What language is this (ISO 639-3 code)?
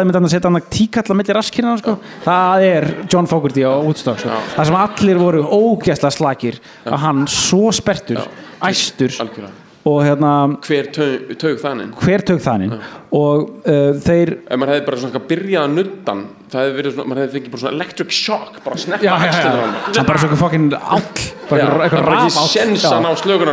isl